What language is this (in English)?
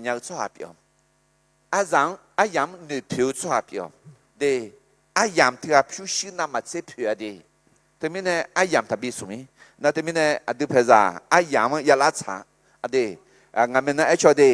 Akha